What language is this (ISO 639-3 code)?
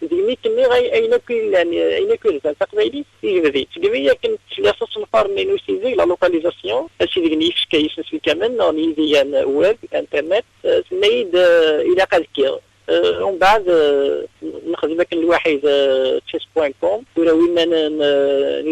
kab